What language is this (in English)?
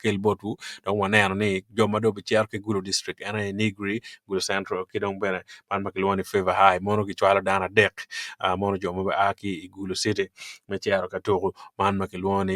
Acoli